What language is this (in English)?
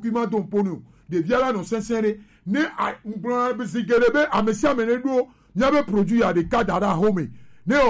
Gen